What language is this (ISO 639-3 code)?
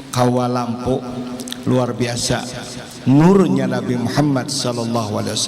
bjn